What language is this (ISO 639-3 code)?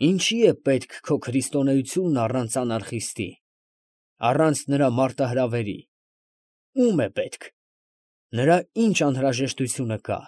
hye